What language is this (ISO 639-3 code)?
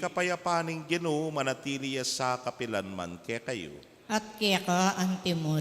pam